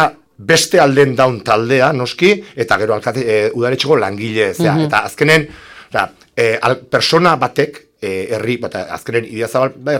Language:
Basque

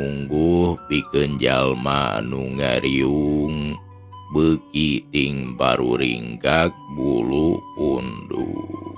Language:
Sundanese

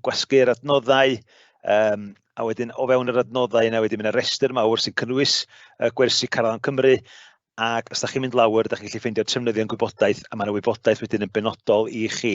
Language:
Welsh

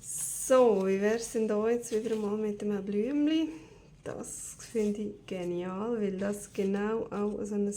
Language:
Swiss German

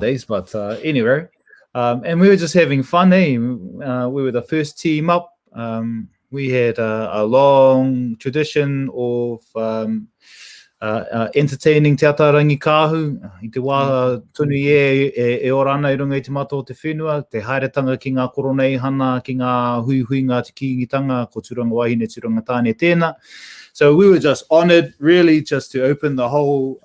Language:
Māori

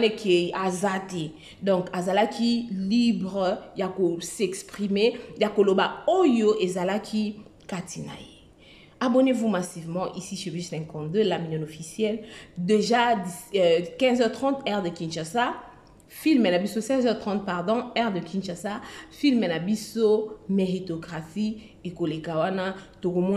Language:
Lingala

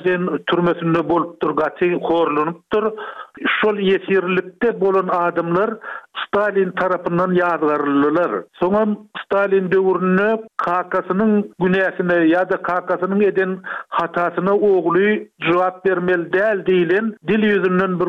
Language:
Turkmen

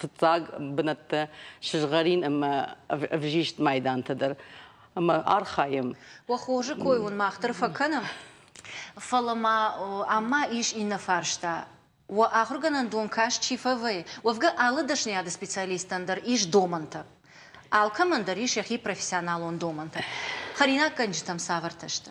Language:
Ossetic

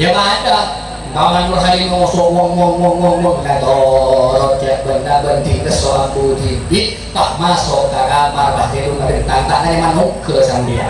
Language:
Madurese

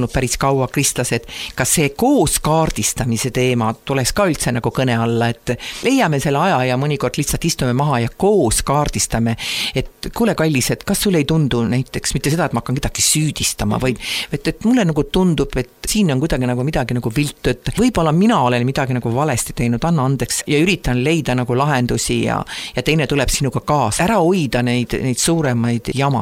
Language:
Estonian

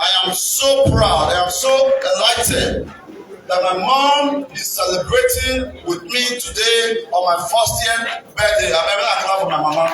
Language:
Nigerian Pidgin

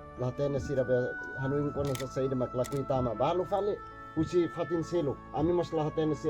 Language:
Tetum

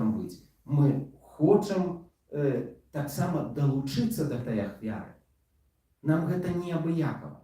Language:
Belarusian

